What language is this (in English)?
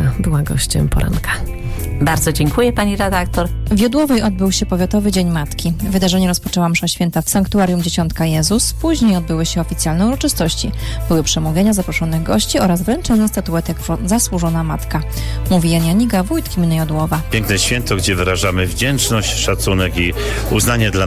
Polish